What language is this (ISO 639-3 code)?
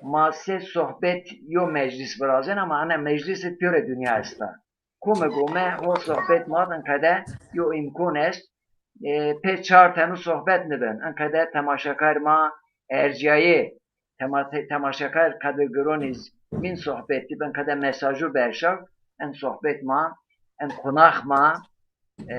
zza